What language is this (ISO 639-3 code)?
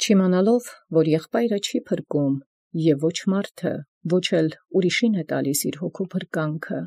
hye